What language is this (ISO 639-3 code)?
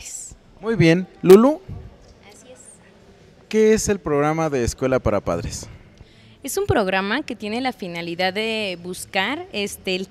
spa